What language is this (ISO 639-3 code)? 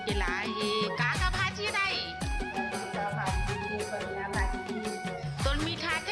hne